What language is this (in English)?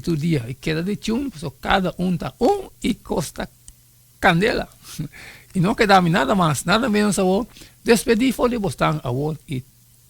Papiamento